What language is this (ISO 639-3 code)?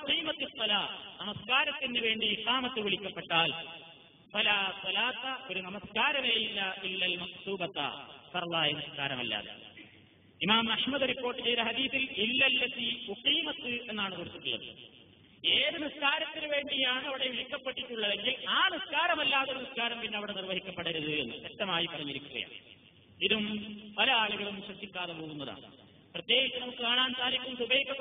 mal